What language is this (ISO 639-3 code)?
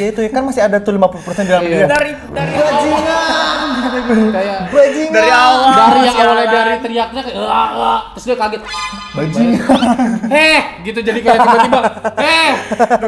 ind